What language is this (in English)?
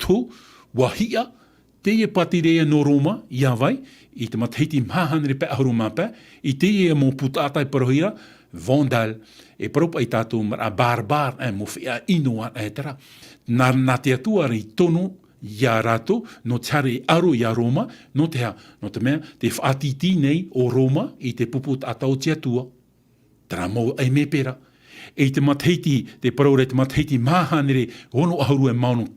Tahitian